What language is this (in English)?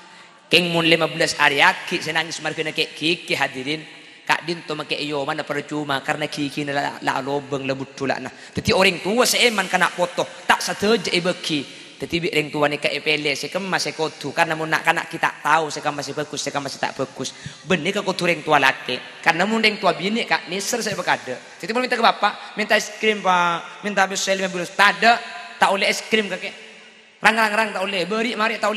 Madurese